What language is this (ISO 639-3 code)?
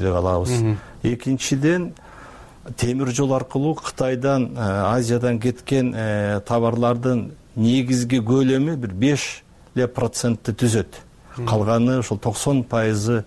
kir